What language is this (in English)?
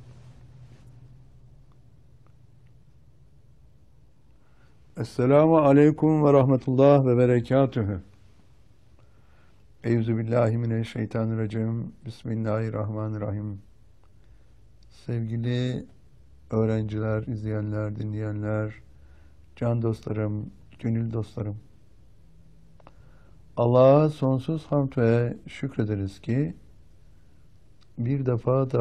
Turkish